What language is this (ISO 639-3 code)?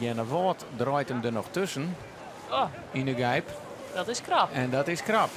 fry